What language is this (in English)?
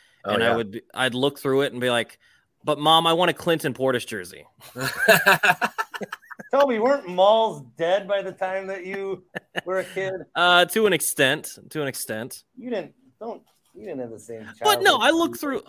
English